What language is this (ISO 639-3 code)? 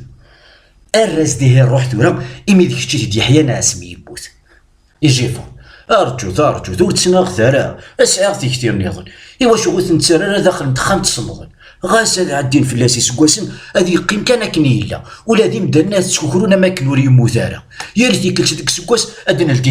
kab